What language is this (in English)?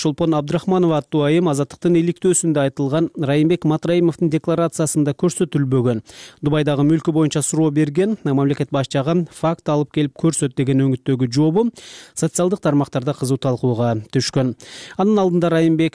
Kyrgyz